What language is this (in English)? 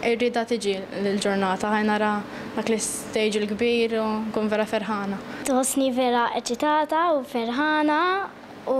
Maltese